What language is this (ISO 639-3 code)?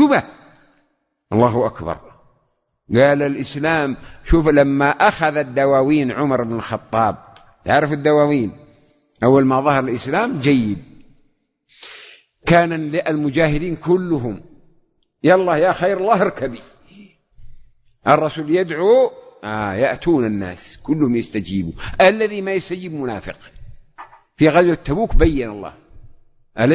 ara